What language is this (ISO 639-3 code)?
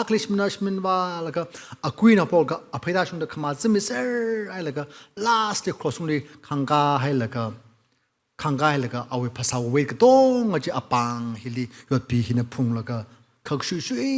nmf